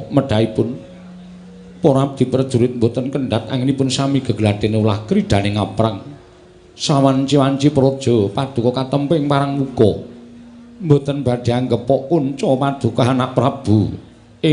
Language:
Javanese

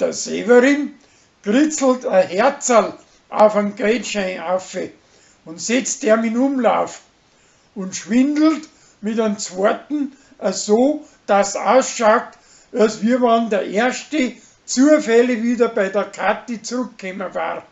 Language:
Bavarian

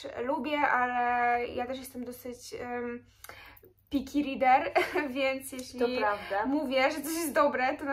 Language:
Polish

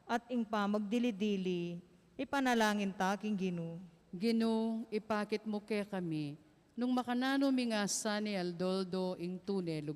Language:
Pampanga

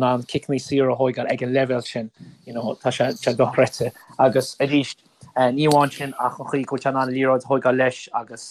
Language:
Irish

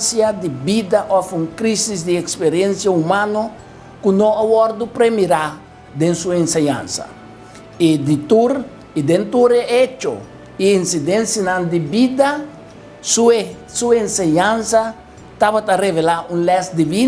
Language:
Papiamento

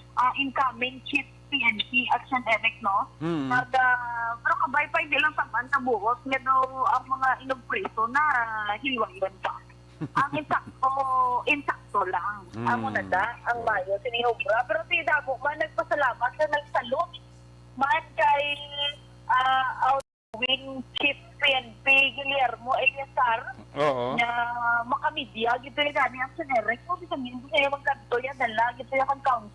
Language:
Hiligaynon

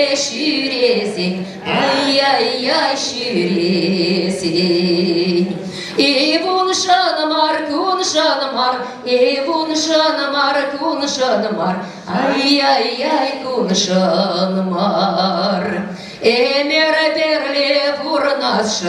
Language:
Chuvash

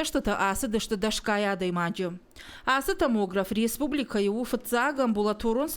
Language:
Ossetic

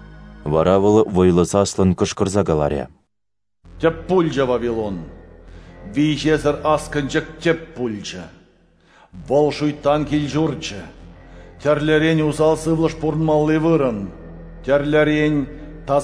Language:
Chuvash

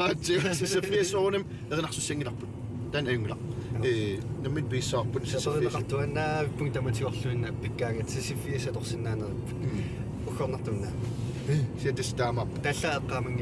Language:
Kalaallisut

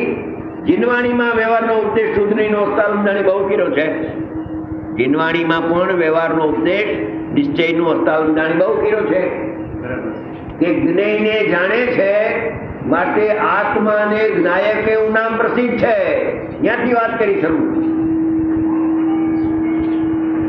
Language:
Gujarati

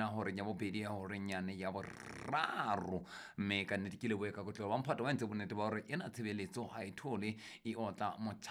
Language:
Southern Sotho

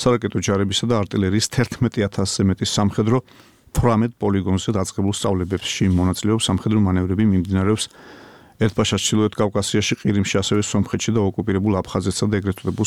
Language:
Georgian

